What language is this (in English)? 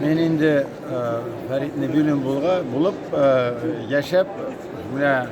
Tatar